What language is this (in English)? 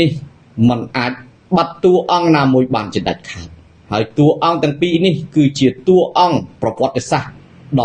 Khmer